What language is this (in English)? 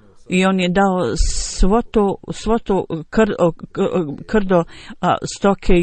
Bosnian